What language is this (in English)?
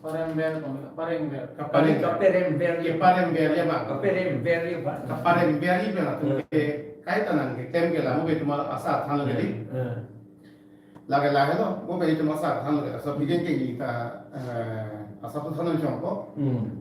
Karbi